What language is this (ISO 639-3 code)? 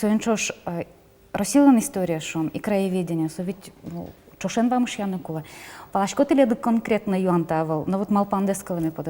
udm